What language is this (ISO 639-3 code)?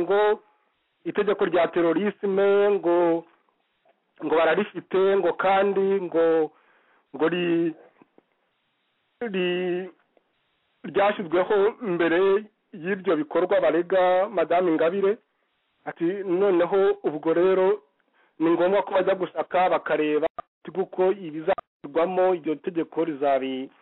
kin